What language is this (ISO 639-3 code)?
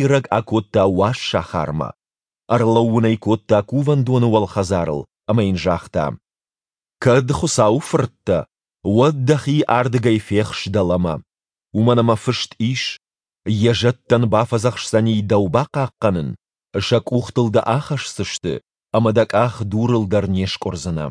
oss